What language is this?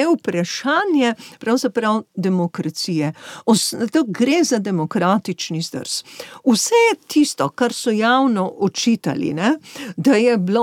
Slovenian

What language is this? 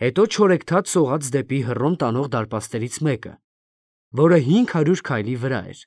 Armenian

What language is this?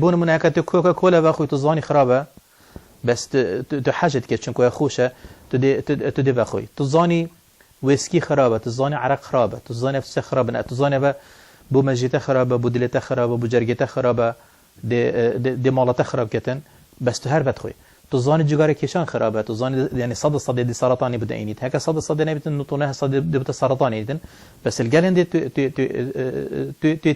Kurdish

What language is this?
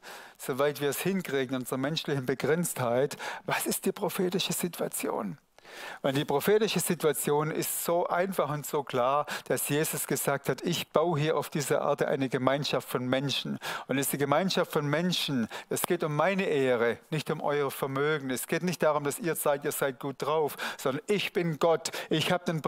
Swiss German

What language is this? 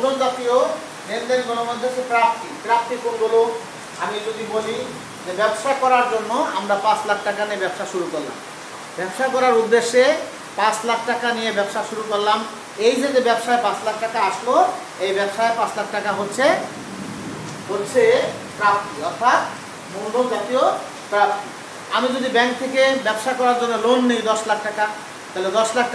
Bangla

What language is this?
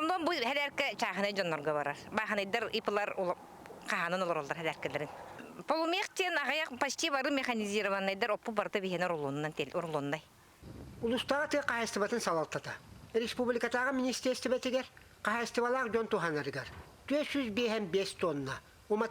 Yakut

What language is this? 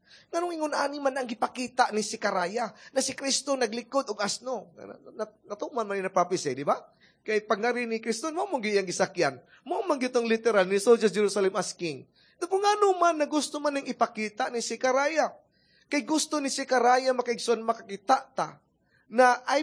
Cebuano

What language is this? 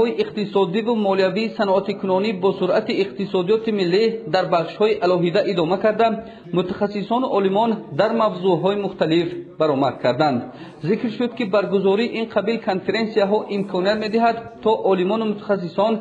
Tajik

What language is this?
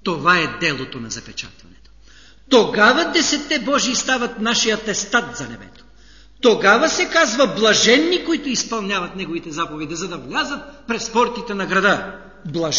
Bulgarian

